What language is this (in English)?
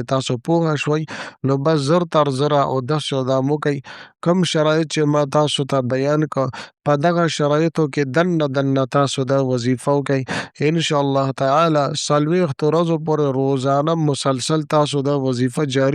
Pashto